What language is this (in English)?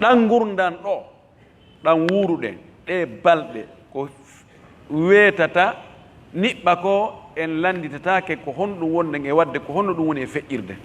Fula